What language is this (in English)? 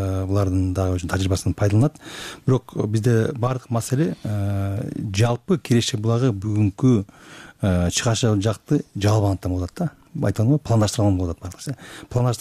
Kyrgyz